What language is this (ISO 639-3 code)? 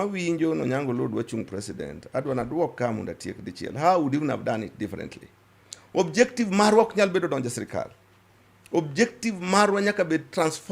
luo